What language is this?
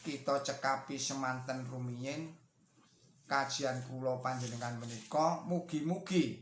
Javanese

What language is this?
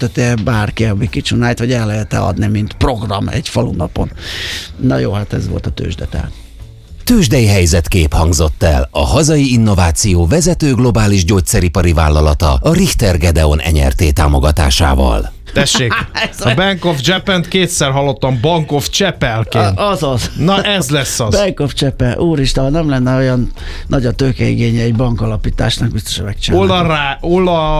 Hungarian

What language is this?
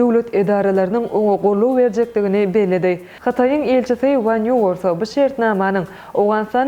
Turkmen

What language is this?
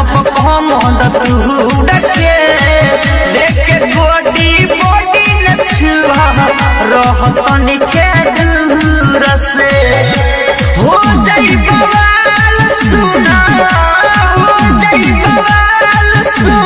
Bhojpuri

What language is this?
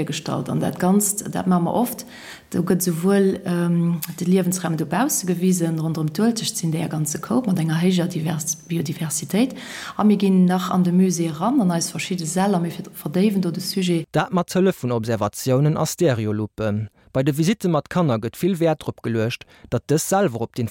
Luxembourgish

